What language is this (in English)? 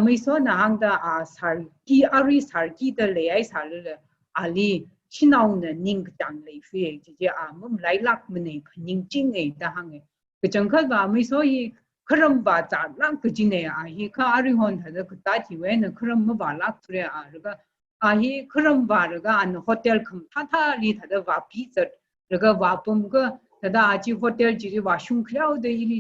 Tangkhul Naga (India)